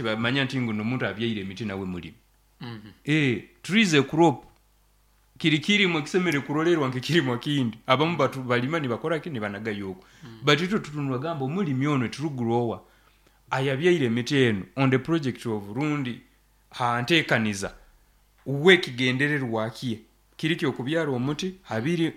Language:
Nyoro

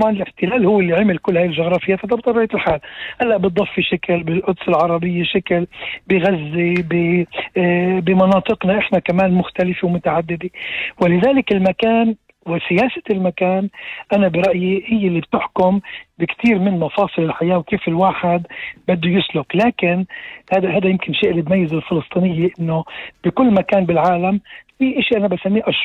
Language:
North Levantine Arabic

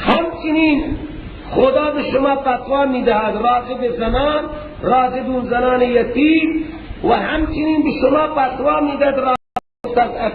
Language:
Persian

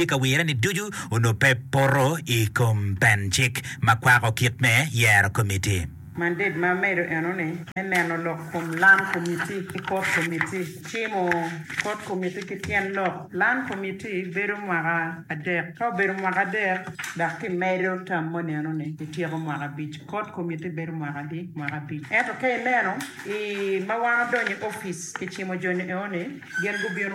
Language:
Acoli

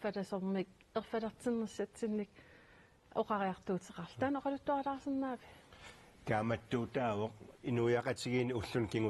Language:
Kalaallisut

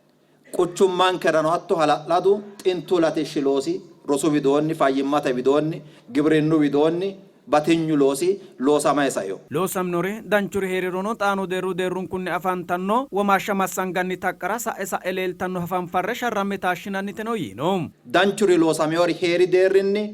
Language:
Sidamo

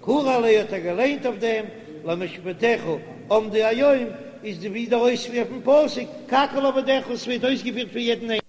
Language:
Yiddish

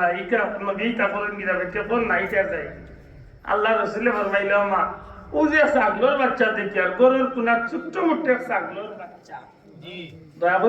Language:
Sylheti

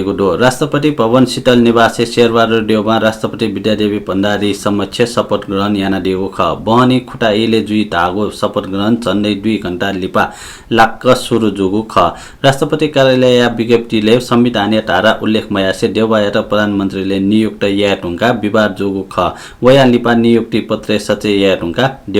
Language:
Newari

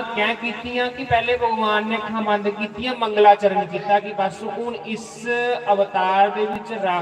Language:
Dogri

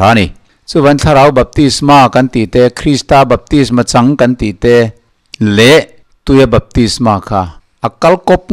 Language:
Mizo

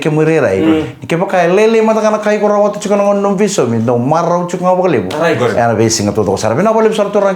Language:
Fijian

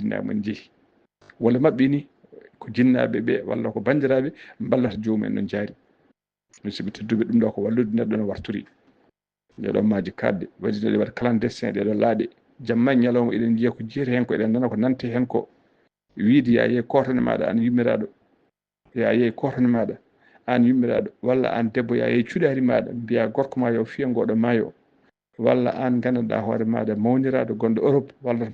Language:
Fula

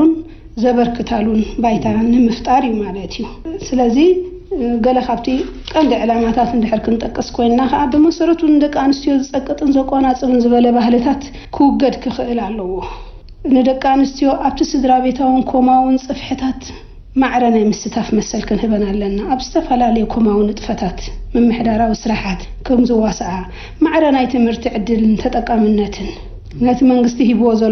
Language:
Tigrinya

